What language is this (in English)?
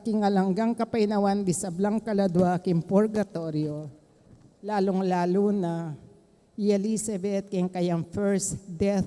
Pampanga